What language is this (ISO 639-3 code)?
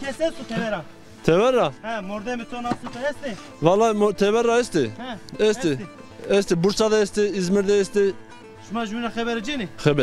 zza